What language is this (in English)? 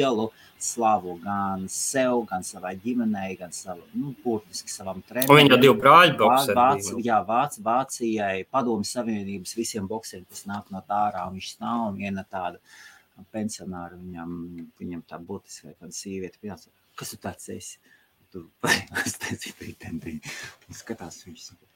Latvian